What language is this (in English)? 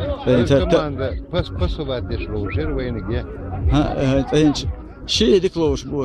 Chechen